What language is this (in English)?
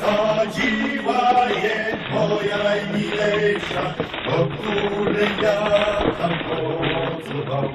Silesian